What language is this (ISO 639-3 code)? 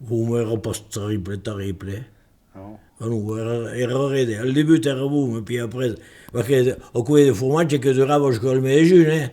oci